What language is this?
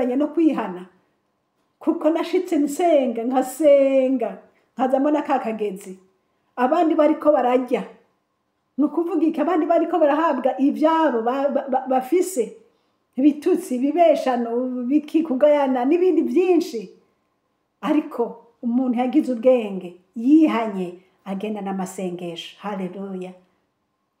Rundi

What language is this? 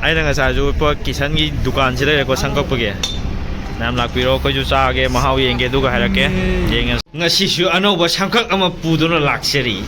Manipuri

